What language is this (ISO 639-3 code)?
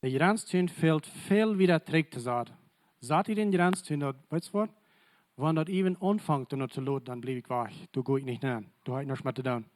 pdt